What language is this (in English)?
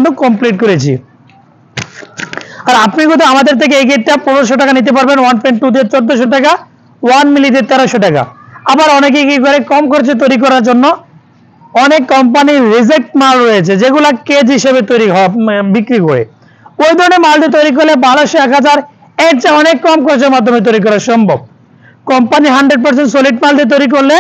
Bangla